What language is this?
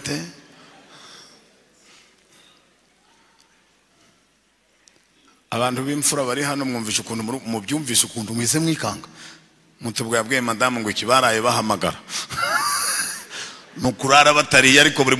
Kinyarwanda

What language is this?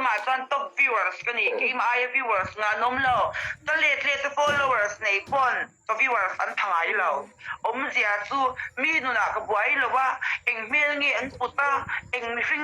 Mizo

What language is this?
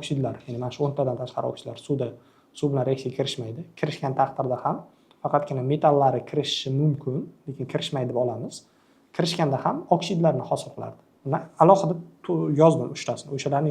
Uzbek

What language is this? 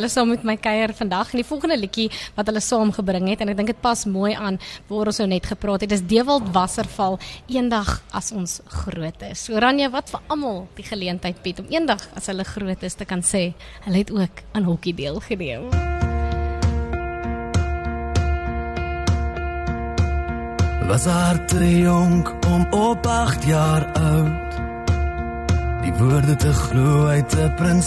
Afrikaans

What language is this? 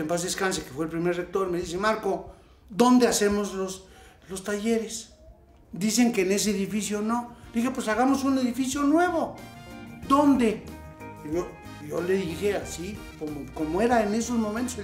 Spanish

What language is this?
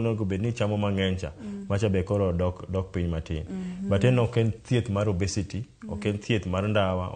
Luo (Kenya and Tanzania)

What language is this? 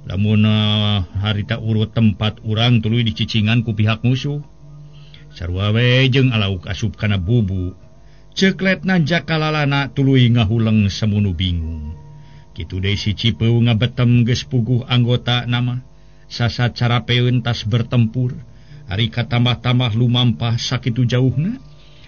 Sundanese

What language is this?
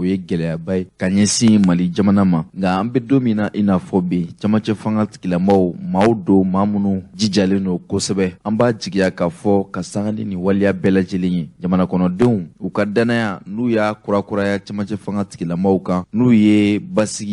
Bambara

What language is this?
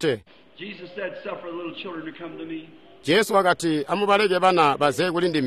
Tonga (Zambia)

